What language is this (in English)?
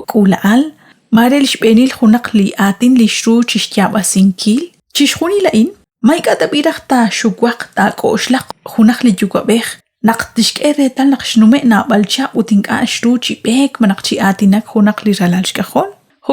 Kekchí